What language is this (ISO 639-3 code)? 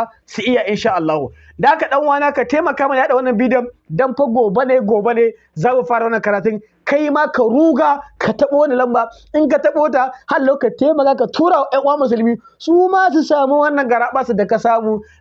hau